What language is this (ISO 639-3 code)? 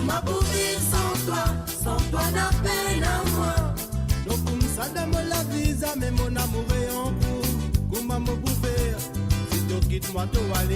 mfe